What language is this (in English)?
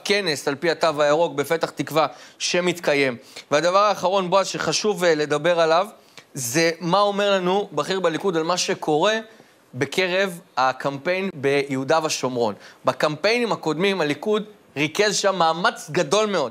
Hebrew